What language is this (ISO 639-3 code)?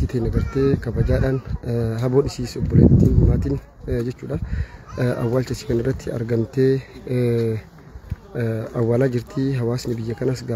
orm